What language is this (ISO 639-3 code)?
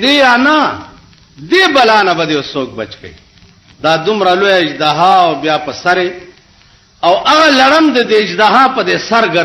pus